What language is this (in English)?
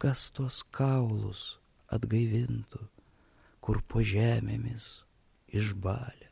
Lithuanian